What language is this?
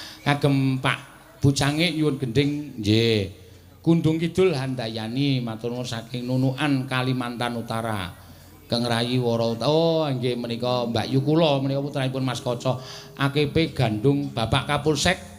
Javanese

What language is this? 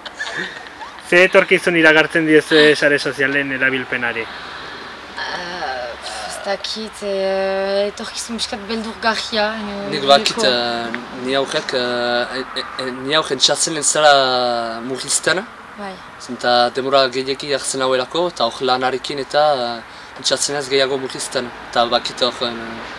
Basque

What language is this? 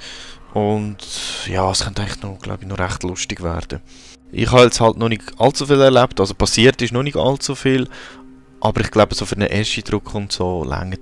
Swiss German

